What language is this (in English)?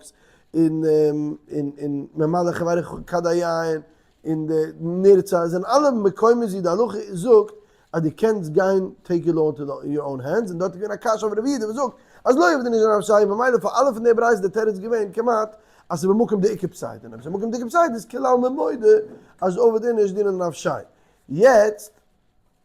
Yiddish